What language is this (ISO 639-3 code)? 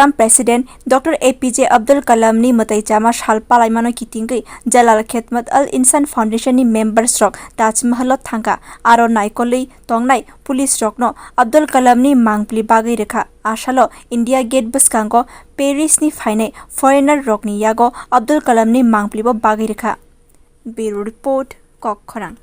trp